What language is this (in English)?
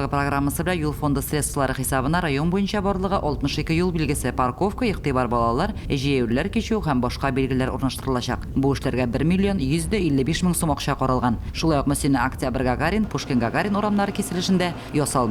Tatar